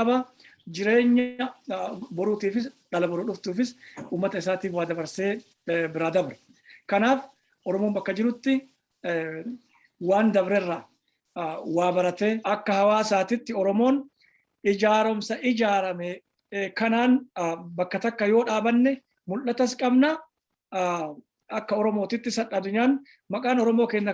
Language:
Oromo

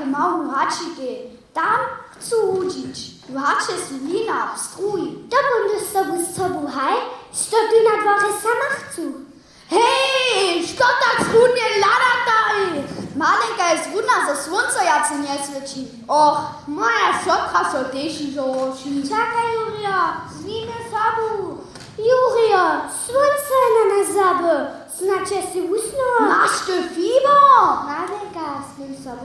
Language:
Upper Sorbian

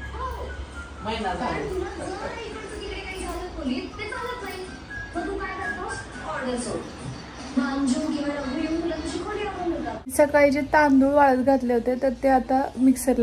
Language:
Marathi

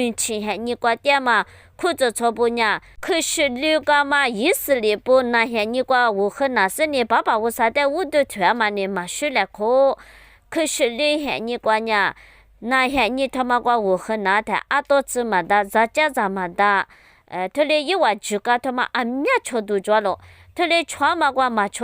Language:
Lisu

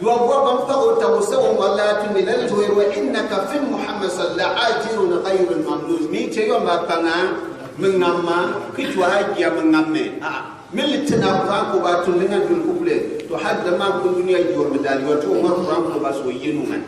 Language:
Gourmanchéma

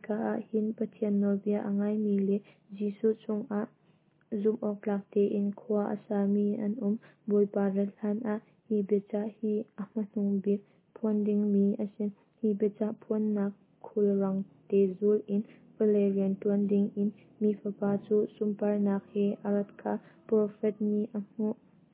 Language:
Hakha Chin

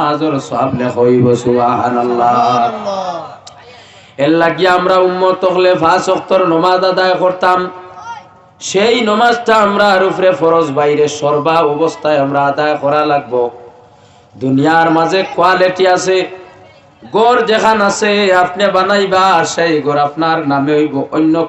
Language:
Sylheti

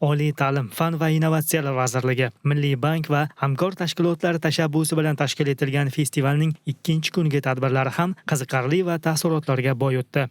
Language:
Uzbek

